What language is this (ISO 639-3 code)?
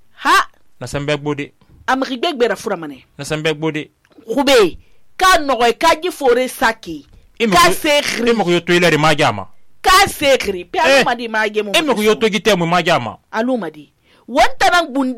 sus